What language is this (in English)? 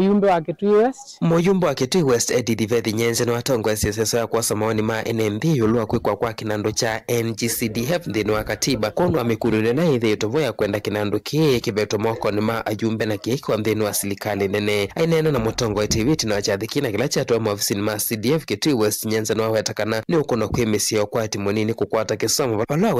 Kamba